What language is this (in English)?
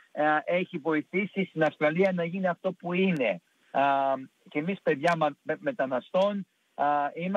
Greek